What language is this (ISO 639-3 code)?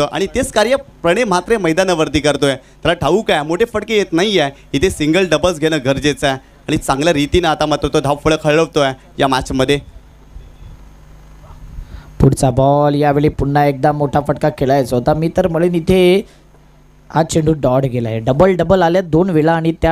mar